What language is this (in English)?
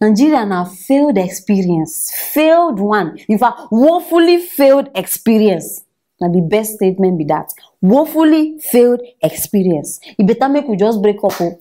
Nigerian Pidgin